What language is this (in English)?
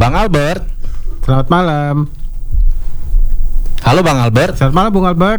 Indonesian